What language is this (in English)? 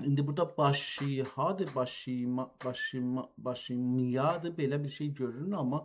South Azerbaijani